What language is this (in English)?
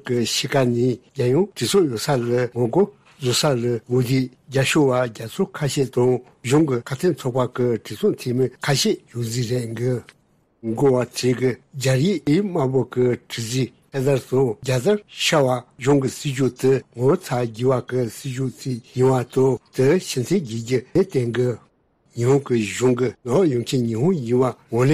Tibetan